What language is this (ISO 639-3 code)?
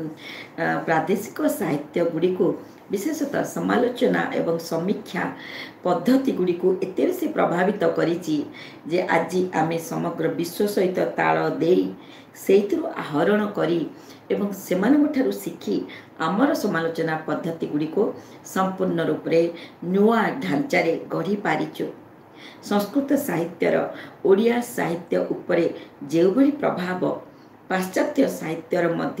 ori